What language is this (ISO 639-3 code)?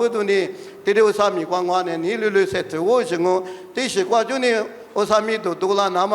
lis